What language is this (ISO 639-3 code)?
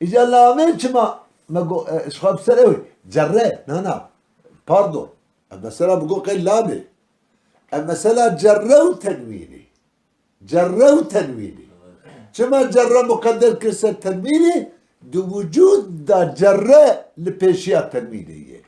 kur